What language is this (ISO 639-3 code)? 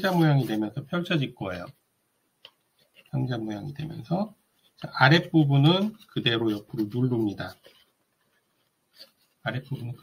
kor